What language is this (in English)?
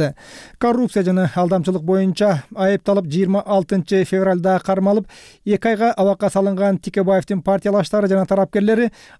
Kyrgyz